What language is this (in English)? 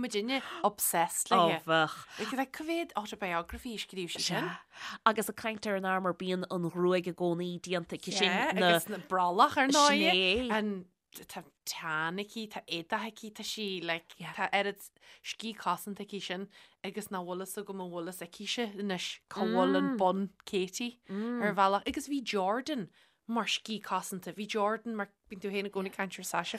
Irish